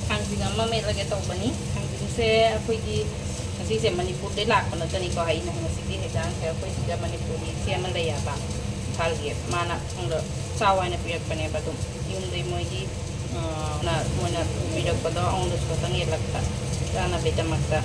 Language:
Manipuri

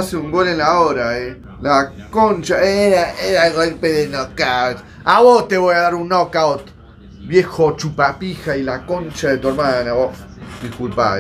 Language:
Spanish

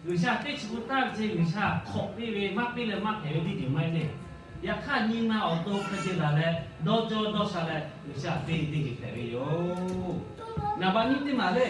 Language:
Lahu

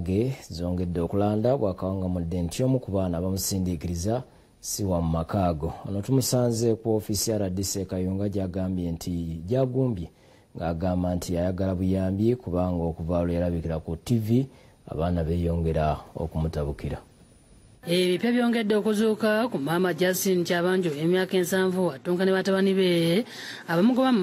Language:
Ganda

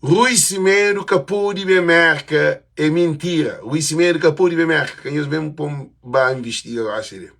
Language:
Kabuverdianu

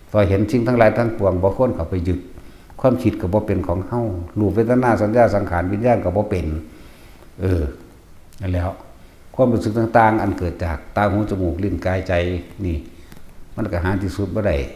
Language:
Northeastern Thai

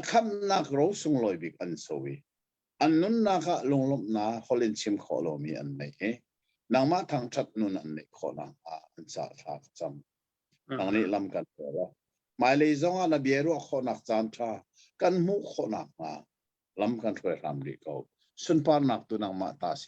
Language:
Hakha Chin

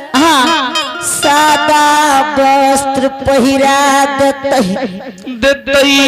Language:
Angika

